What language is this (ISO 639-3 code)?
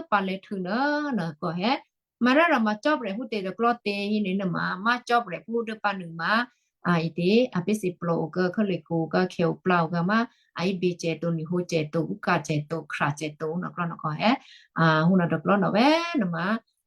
kyu